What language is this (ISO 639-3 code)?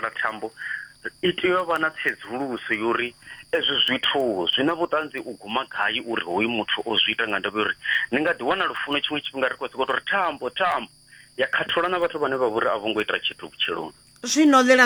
ven